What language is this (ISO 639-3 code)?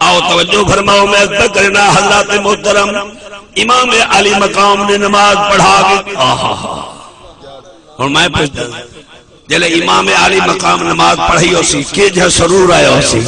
skr